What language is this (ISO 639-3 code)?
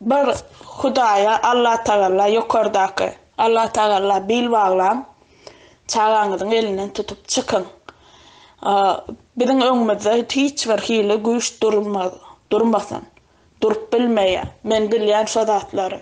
tuk